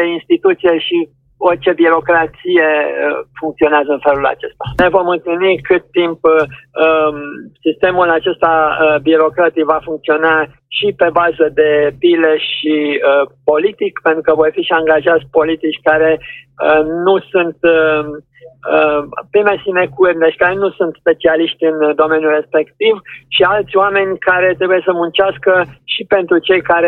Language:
Romanian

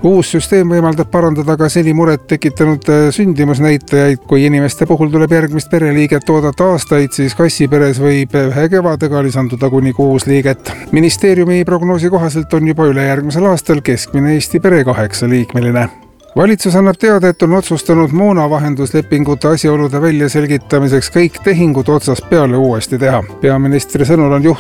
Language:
Estonian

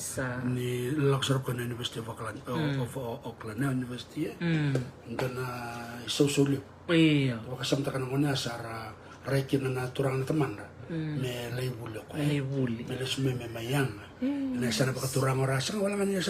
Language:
Fijian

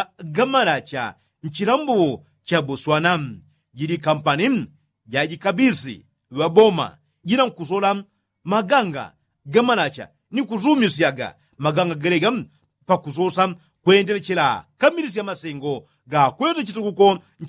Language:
Yao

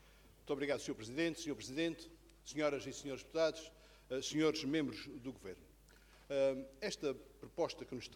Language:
Portuguese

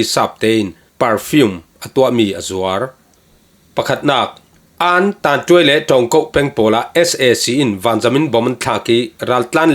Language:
Falam Chin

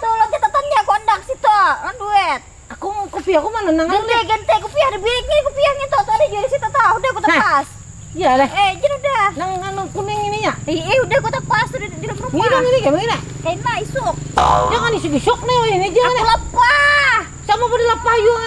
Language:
Banjar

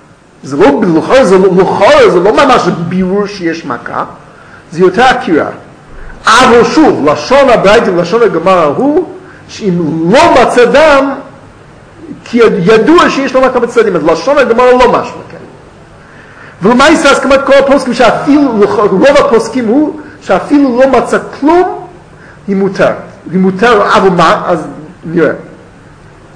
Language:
Hebrew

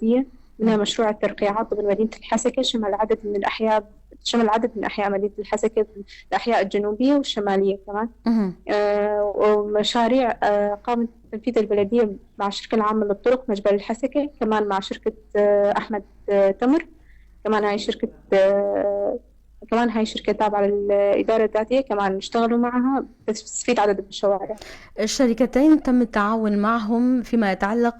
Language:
North Levantine Arabic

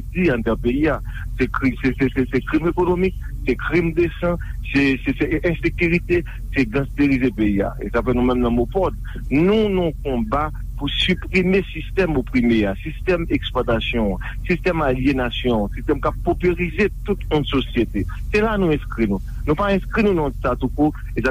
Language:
Haitian Creole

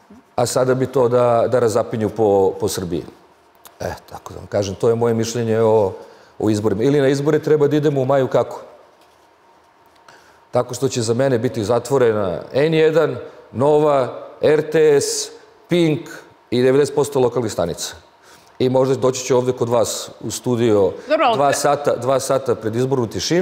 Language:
Serbian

